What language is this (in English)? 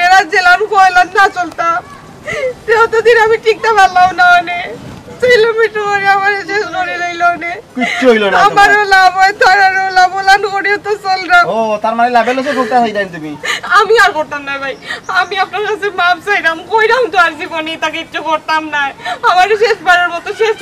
Sylheti